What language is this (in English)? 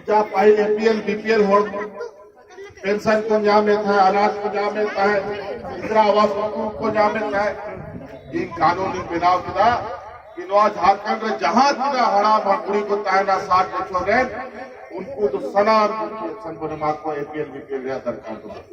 Santali